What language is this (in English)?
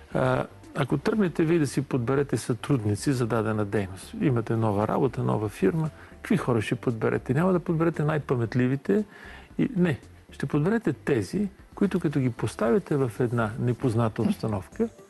Bulgarian